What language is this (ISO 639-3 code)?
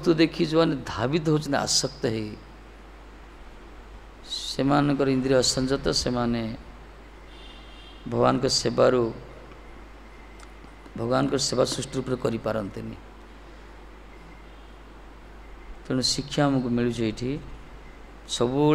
ori